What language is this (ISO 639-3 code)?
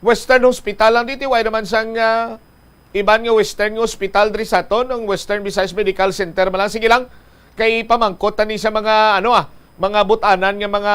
hil